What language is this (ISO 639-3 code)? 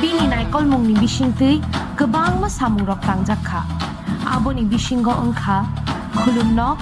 trp